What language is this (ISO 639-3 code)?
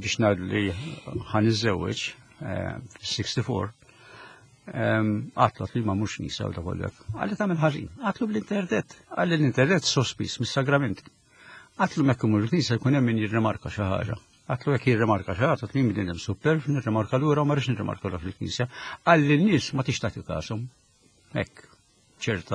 mlt